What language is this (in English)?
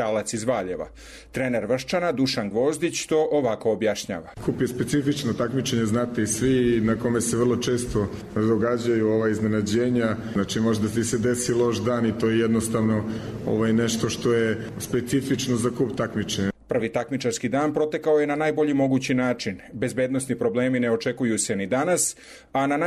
Serbian